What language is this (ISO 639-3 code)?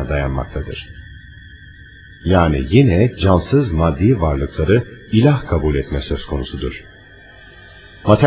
tur